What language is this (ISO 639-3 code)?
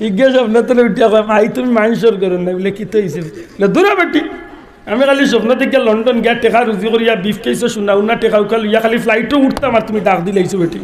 syl